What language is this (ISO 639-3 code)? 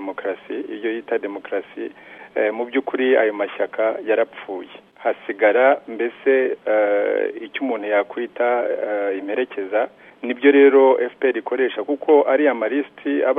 kin